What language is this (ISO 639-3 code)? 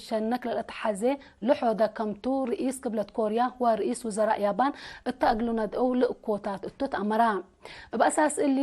tig